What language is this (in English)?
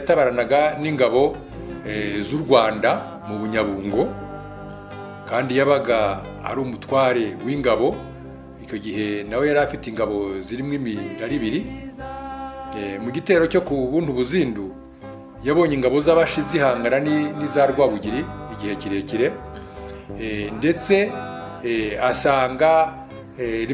Kinyarwanda